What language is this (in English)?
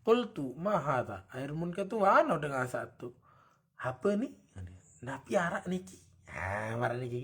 Sasak